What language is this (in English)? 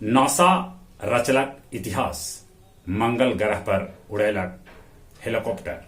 Magahi